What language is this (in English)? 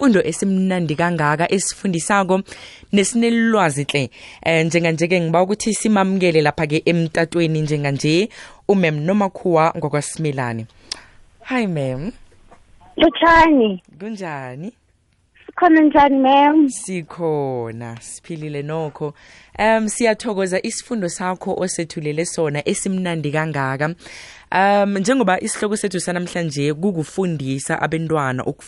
South Ndebele